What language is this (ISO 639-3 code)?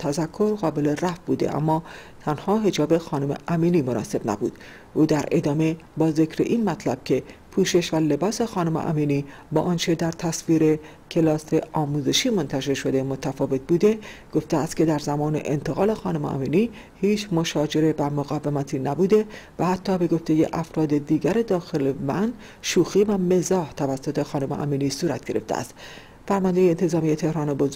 fas